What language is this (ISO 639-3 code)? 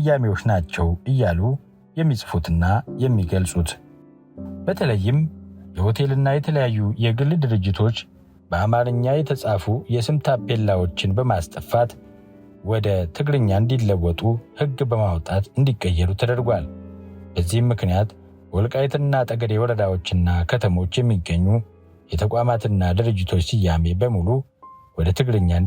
amh